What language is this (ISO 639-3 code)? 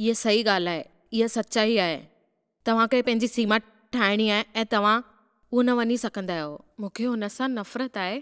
snd